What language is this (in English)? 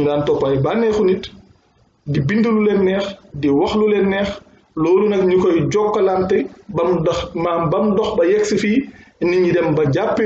Wolof